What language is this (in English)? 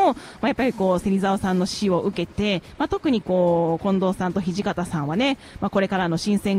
Japanese